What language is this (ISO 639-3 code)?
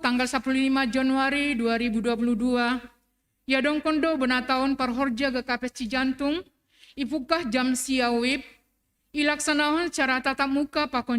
bts